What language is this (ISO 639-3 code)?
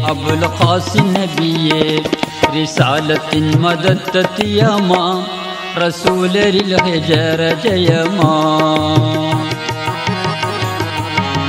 mal